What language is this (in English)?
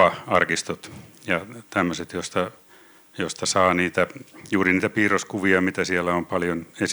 Finnish